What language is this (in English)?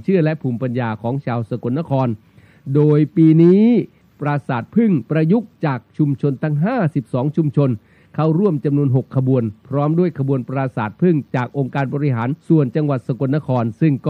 Thai